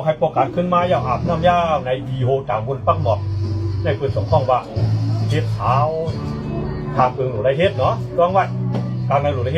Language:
Shan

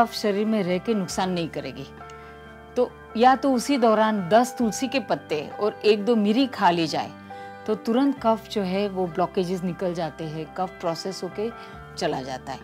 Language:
Hindi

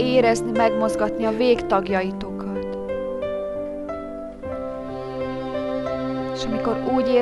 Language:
Hungarian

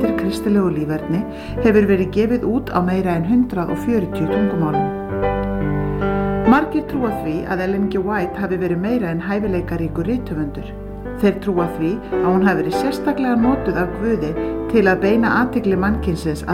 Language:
Icelandic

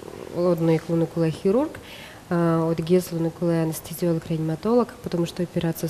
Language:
Udmurt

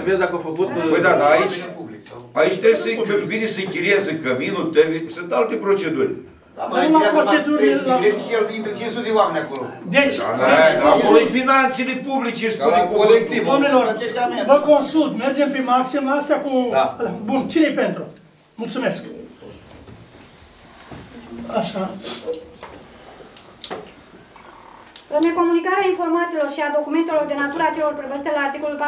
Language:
Romanian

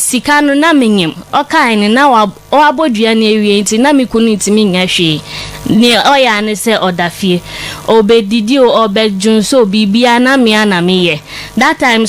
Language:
Akan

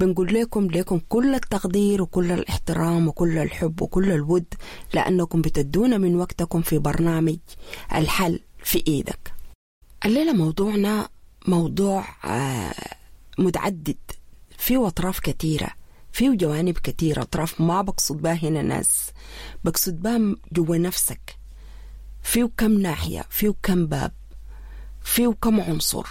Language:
Sudanese Arabic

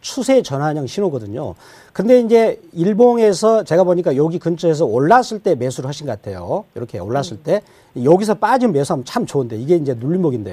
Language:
Korean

